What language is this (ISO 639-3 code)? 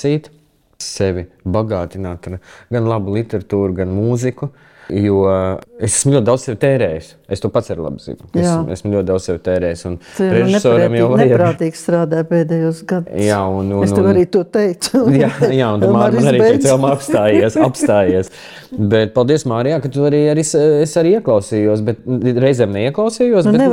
lav